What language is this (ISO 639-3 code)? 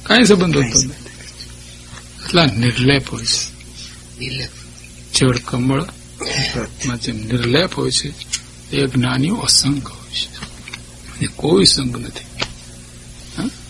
guj